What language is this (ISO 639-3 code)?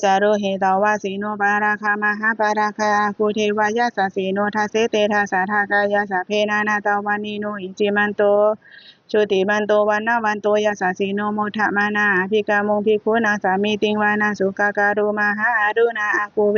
pli